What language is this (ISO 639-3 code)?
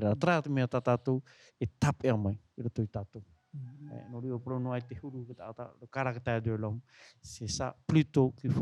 tah